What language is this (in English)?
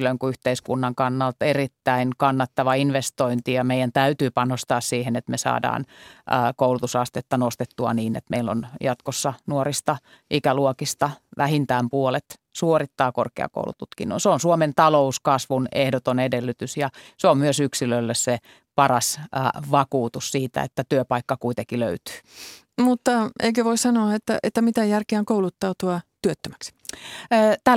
Finnish